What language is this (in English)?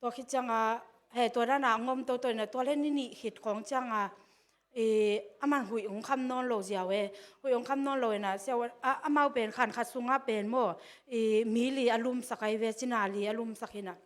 Tedim Chin